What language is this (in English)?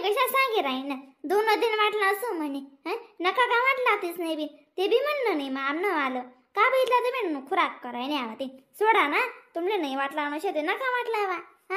Khandesi